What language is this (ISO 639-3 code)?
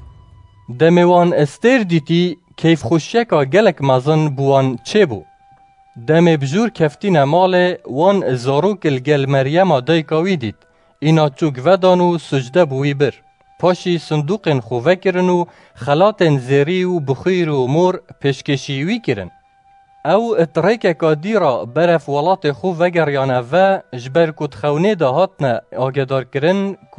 kur